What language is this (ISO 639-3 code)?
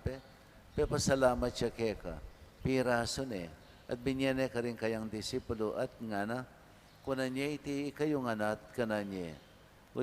pam